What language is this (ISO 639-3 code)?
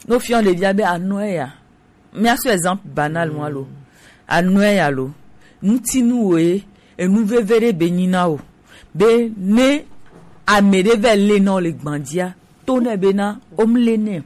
gej